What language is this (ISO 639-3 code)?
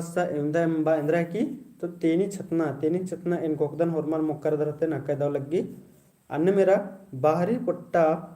kru